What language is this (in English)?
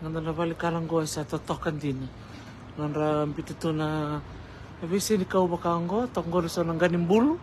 Fijian